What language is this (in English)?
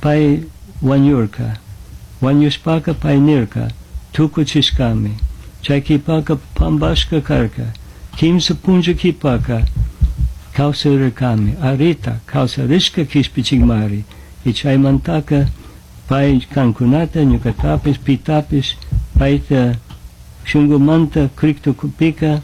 Chimborazo Highland Quichua